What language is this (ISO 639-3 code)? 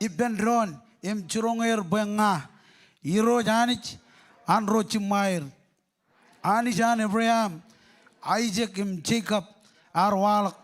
mah